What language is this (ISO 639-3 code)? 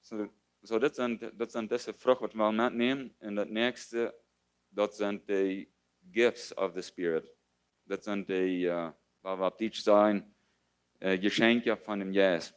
pdt